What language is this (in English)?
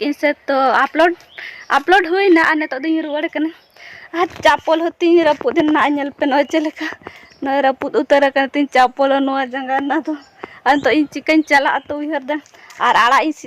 Santali